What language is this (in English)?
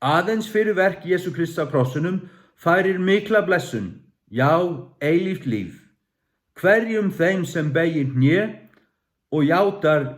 Faroese